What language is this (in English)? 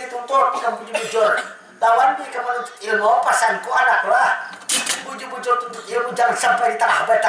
Banjar